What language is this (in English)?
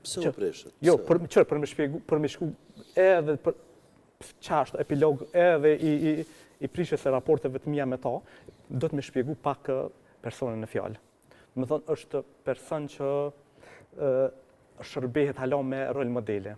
Albanian